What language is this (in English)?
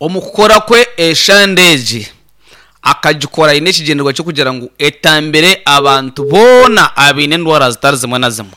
Nyankole